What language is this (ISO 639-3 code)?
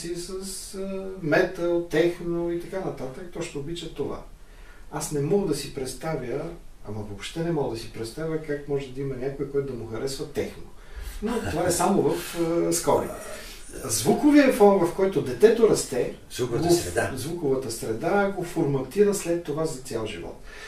bul